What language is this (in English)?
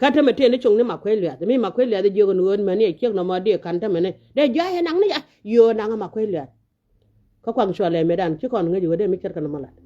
Nuer